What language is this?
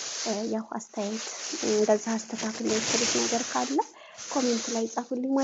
Amharic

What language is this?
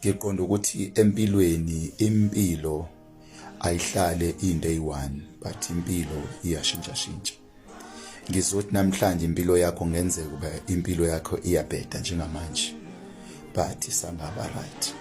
Zulu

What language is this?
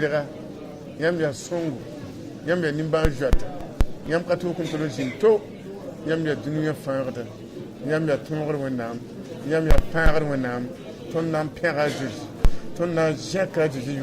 Mossi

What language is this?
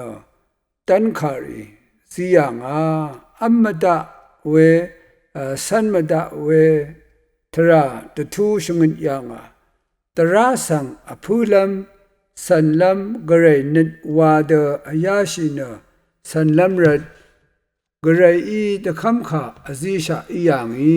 Rawang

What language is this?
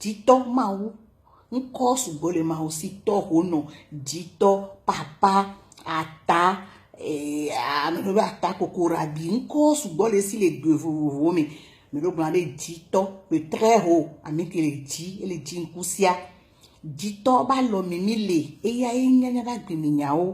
Ewe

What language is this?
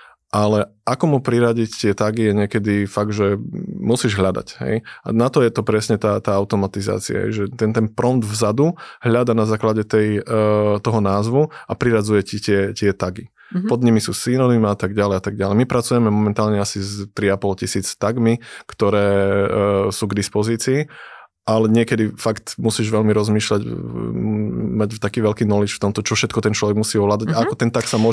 Slovak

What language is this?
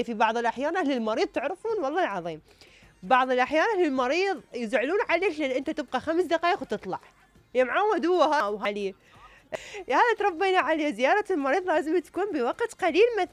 Mesopotamian Arabic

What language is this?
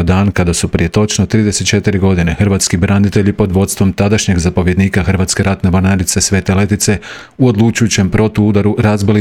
Croatian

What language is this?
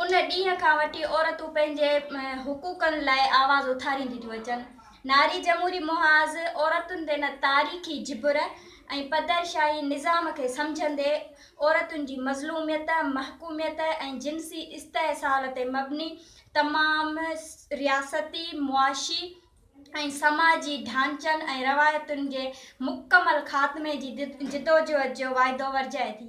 Sindhi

